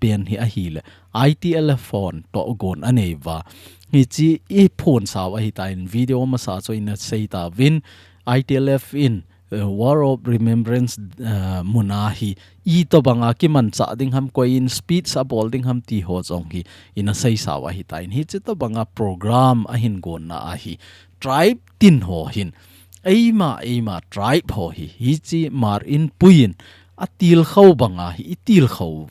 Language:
Thado Chin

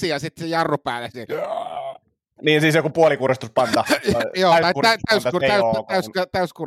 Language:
Finnish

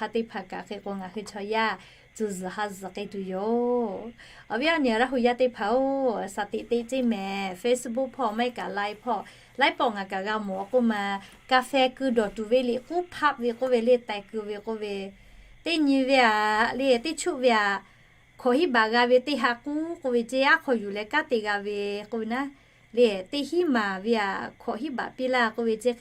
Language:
Lahu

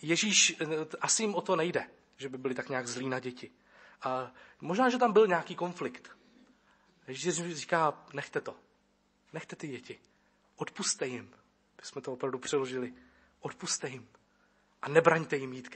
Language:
Czech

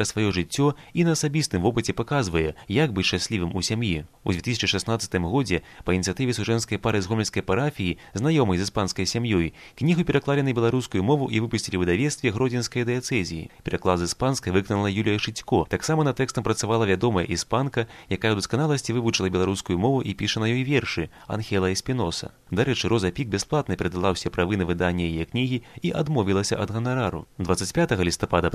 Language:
Belarusian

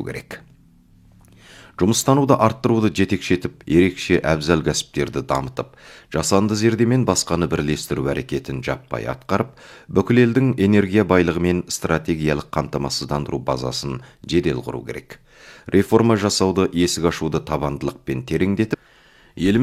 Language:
Kazakh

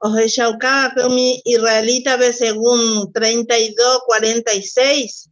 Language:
Guarani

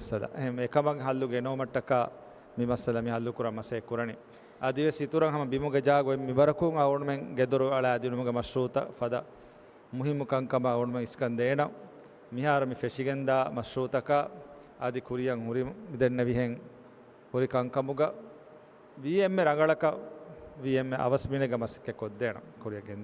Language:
Divehi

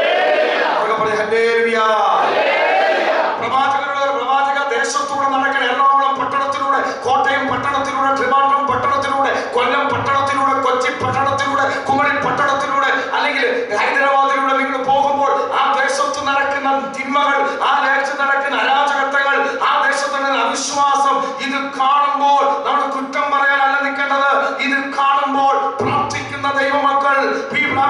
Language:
Malayalam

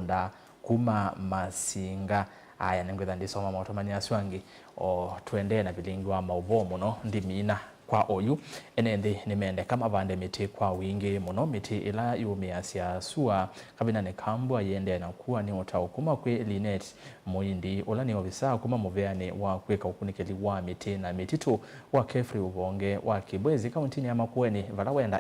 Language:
Kamba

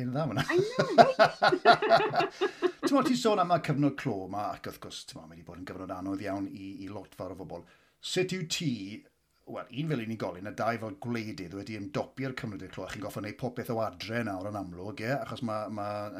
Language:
Welsh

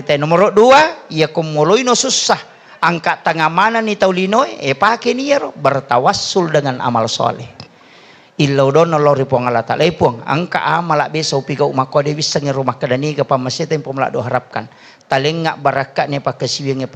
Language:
Buginese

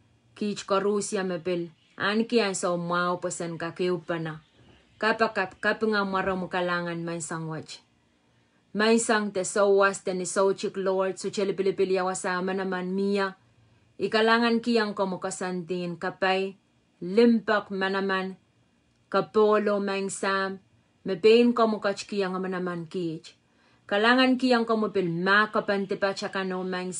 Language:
Pohnpeian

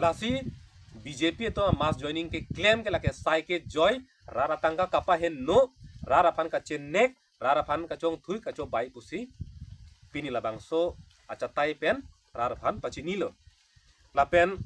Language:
Karbi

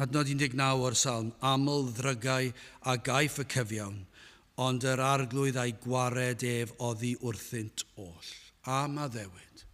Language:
Welsh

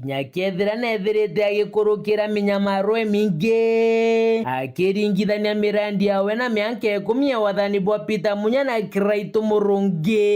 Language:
Meru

